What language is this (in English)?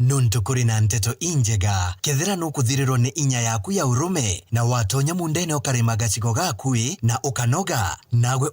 Meru